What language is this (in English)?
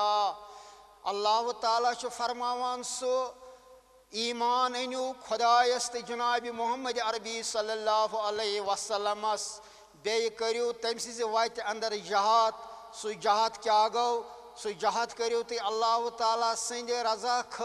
Kashmiri